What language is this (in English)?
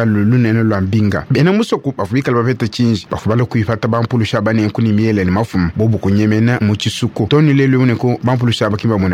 Luba-Lulua